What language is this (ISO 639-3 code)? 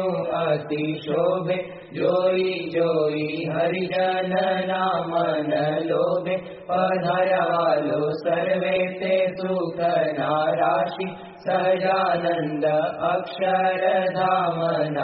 guj